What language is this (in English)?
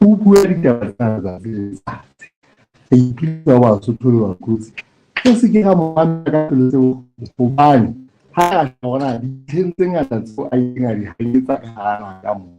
Southern Sotho